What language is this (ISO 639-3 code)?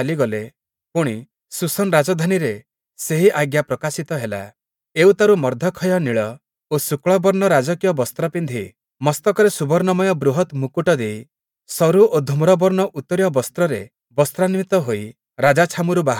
ori